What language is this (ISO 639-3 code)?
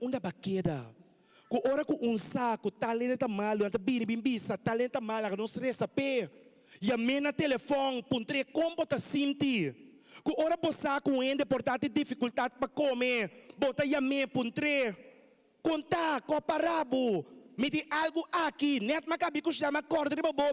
pap